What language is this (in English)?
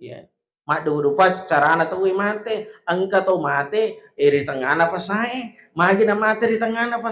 Buginese